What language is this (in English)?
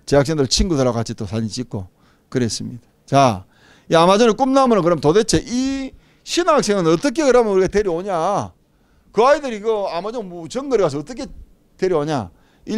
Korean